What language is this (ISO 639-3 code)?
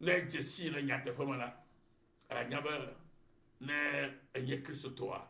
ewe